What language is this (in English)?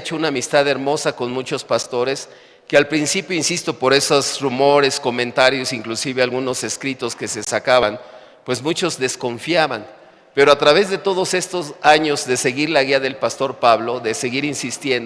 South Bolivian Quechua